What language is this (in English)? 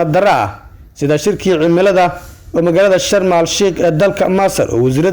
Somali